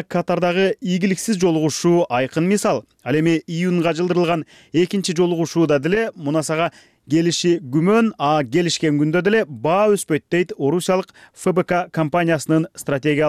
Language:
Kyrgyz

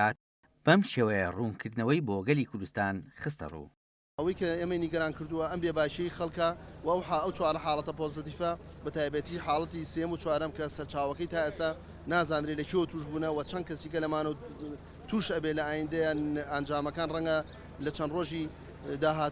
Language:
Central Kurdish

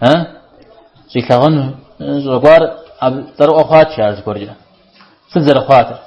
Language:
Kabardian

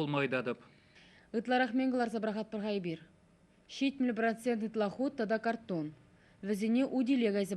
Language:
Chuvash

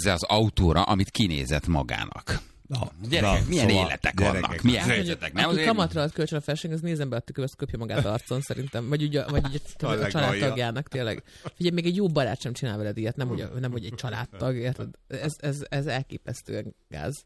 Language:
Hungarian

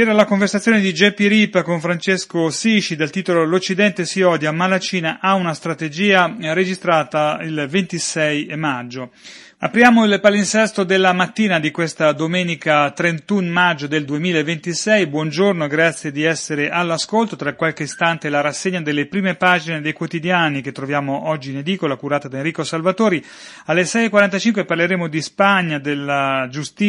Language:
Italian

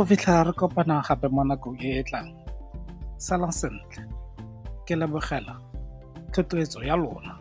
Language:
Tswana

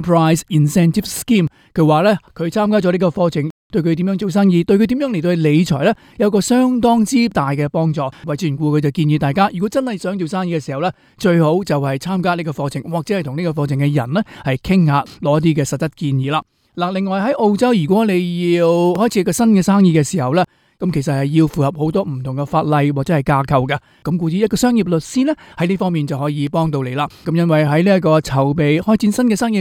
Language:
Cantonese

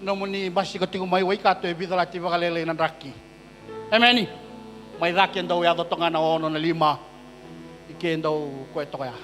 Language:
Fijian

